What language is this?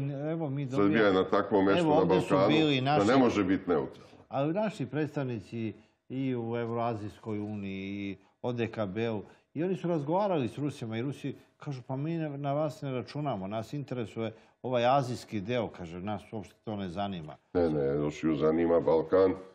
Serbian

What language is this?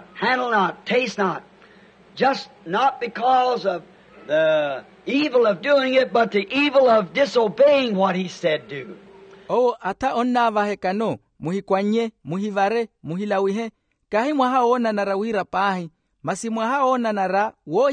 Makhuwa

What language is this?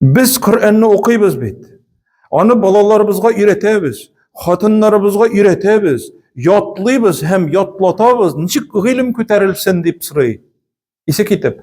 Tatar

